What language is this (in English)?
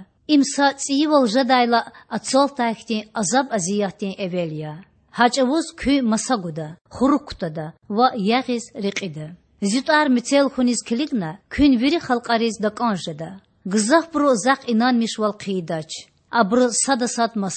Lezghian